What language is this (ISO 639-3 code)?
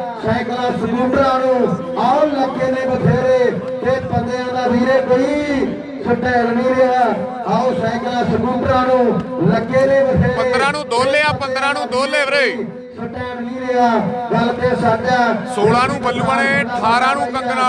pan